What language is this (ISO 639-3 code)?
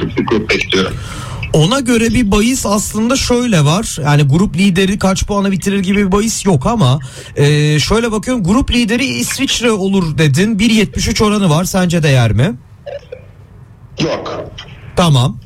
tur